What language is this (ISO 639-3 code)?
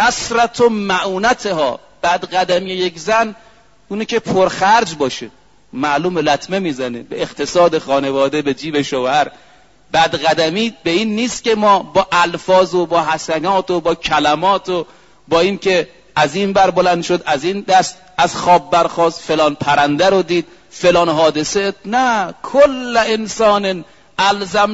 fas